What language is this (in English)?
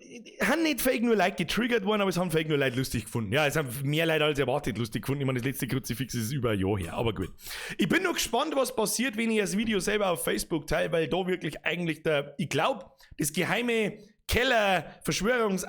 Bavarian